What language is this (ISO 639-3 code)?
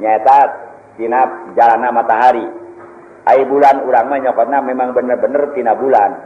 sun